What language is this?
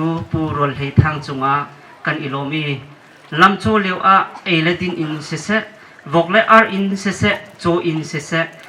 Hakha Chin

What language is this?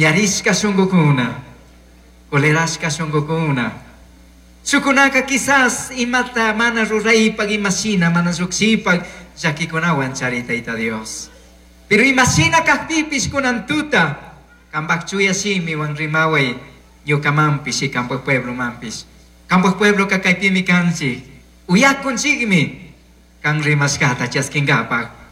Chimborazo Highland Quichua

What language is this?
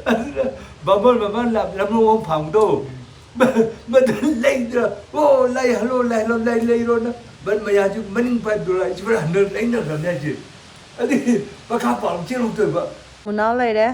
Manipuri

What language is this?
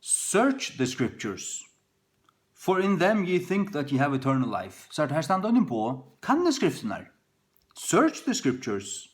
Faroese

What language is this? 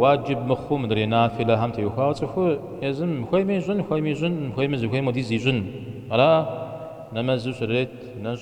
Kabardian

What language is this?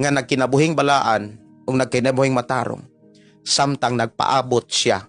Cebuano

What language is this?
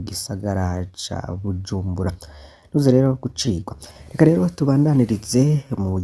Rundi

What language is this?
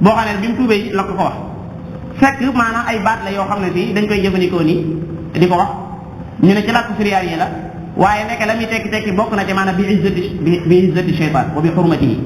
Wolof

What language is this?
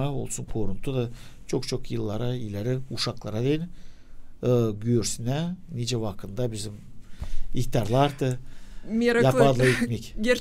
Gagauz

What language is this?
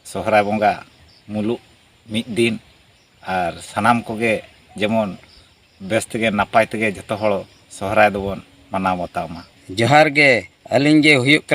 Santali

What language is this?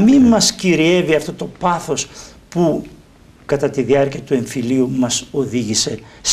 Greek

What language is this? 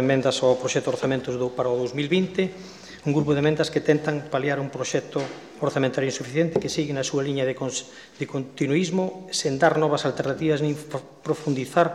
Galician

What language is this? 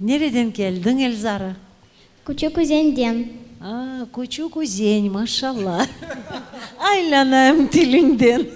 Crimean Tatar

